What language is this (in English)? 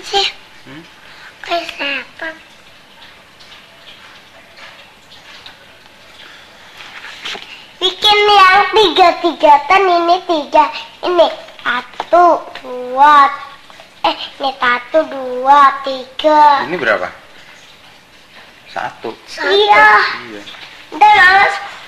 Indonesian